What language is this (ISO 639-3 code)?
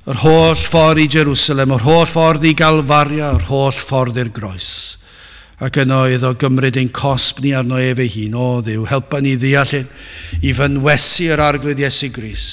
cym